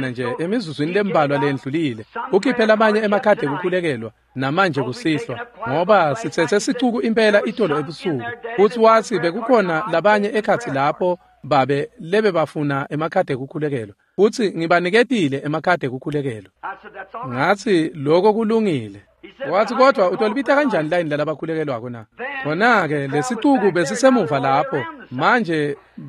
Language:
Swati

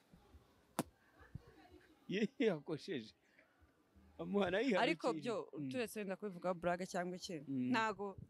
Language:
Kinyarwanda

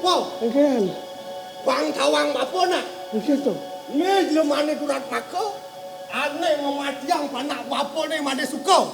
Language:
Balinese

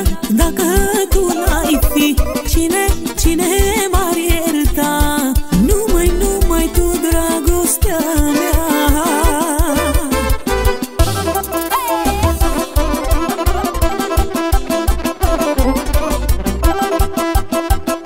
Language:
Romanian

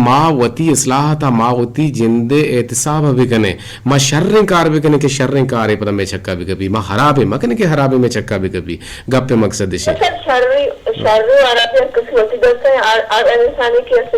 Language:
Eastern Balochi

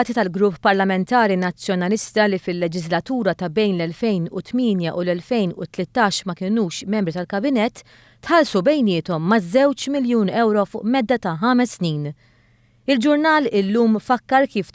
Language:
Maltese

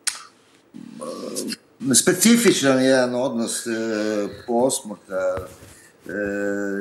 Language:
Serbian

